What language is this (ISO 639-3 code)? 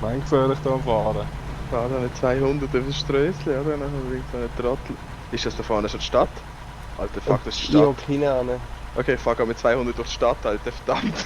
gsw